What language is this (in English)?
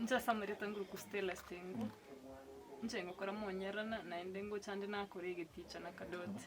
Gusii